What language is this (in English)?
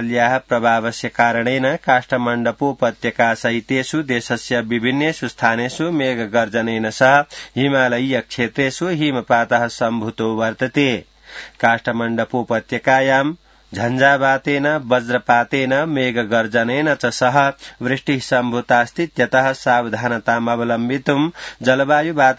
Sanskrit